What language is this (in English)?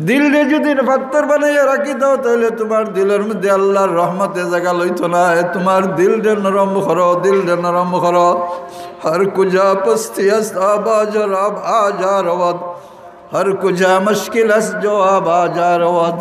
Sylheti